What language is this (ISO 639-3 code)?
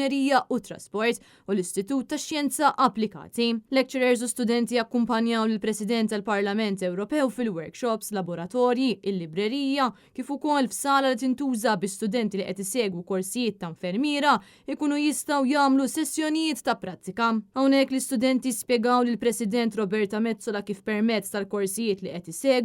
mlt